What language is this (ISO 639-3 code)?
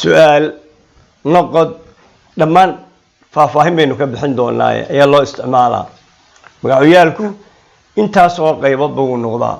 som